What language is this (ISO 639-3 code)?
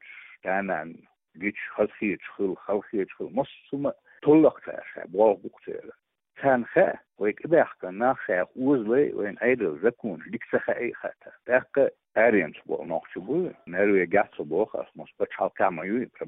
che